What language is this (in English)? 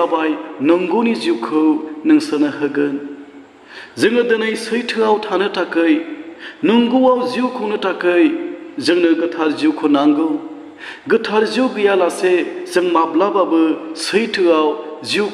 Bodo